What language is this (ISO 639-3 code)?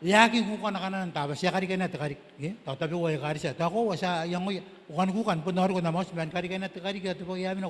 gil